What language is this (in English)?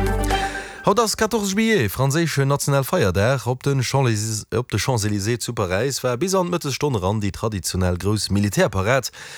Luxembourgish